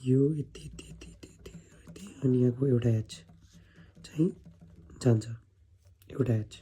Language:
Nepali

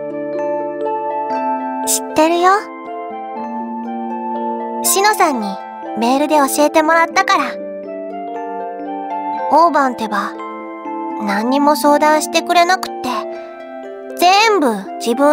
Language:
Japanese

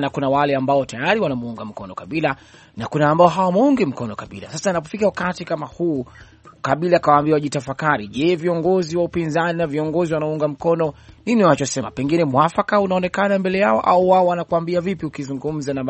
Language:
Swahili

